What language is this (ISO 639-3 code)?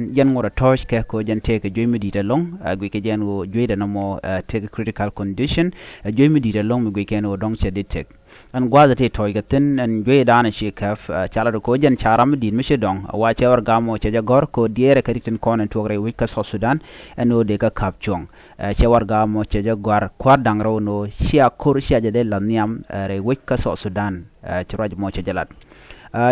nus